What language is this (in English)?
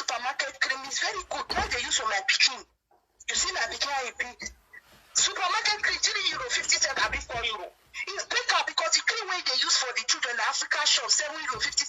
Nigerian Pidgin